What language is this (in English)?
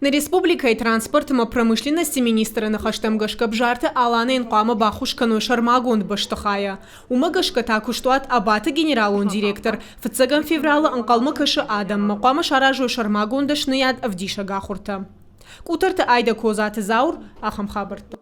Ossetic